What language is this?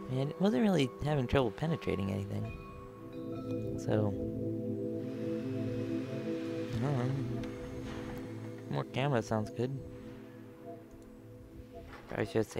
English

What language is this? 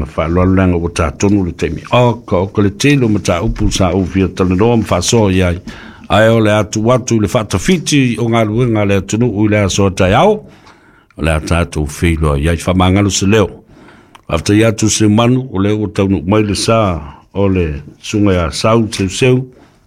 Samoan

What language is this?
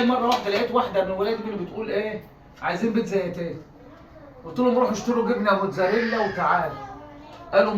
Egyptian Arabic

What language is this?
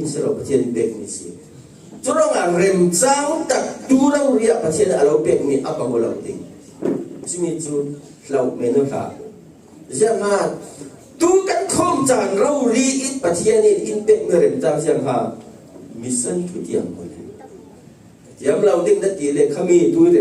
Falam Chin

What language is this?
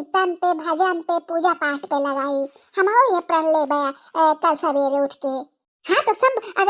Bhojpuri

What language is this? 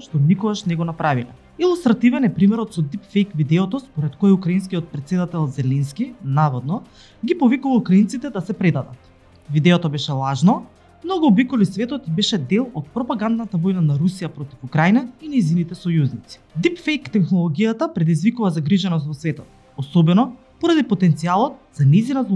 Macedonian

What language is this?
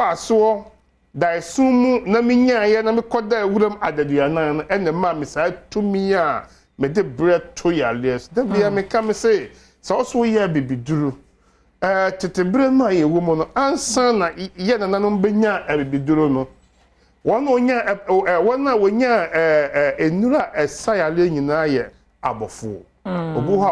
Akan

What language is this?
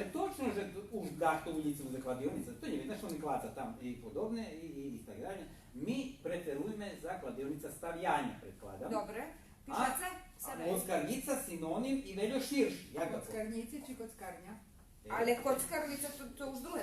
Rusyn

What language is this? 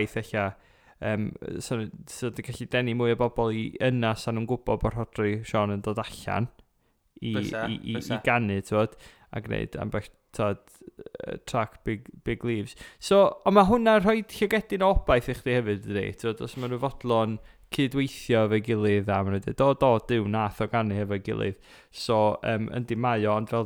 Welsh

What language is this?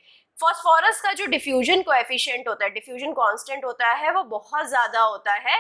Hindi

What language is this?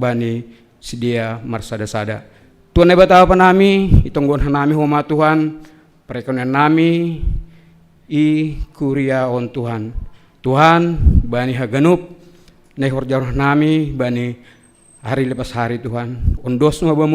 Batak Simalungun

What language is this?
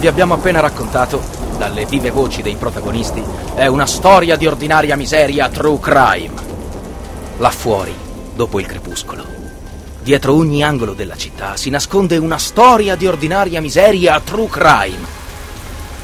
Italian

